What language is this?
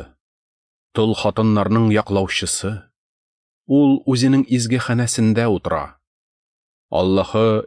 Tatar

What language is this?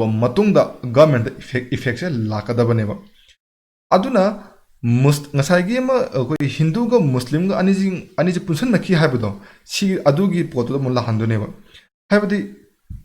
Manipuri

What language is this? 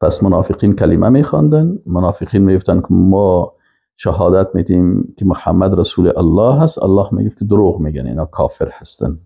Persian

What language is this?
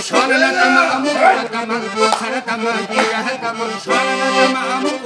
Lak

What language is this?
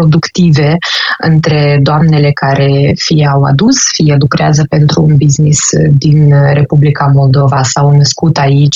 Romanian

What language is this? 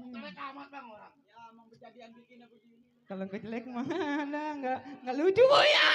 Betawi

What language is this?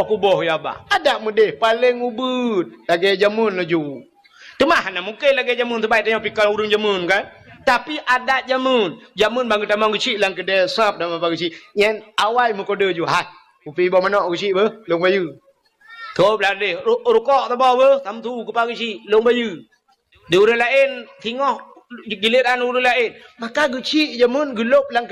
Achinese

